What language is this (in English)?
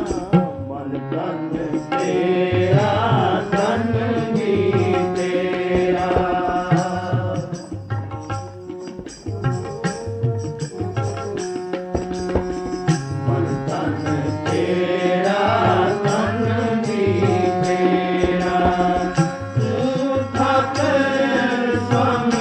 Punjabi